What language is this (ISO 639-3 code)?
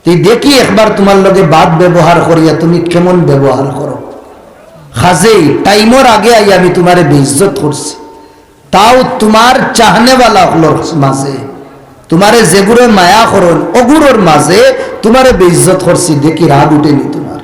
syl